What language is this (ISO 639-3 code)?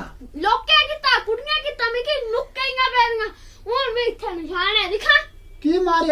doi